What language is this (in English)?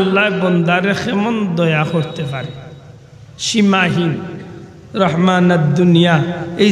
Sylheti